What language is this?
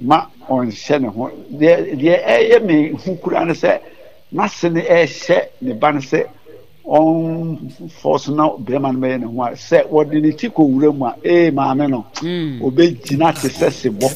Akan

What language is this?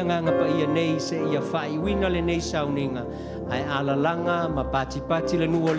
Samoan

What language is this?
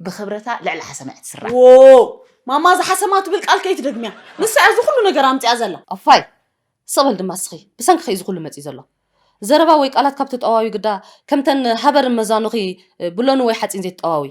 Tigrinya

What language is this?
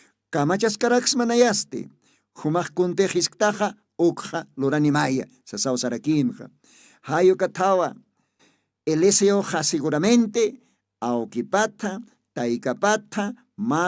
Aymara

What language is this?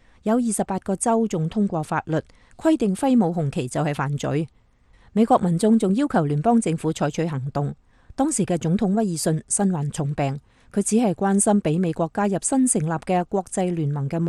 Cantonese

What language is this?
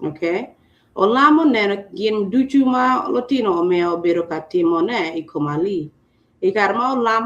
Acoli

